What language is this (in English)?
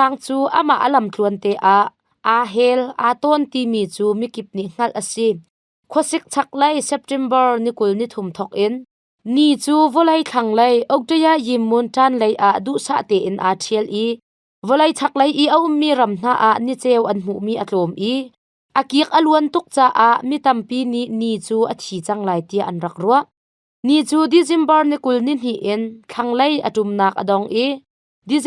Hakha Chin